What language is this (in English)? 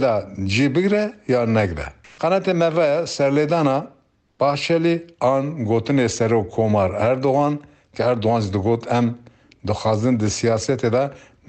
Kurdish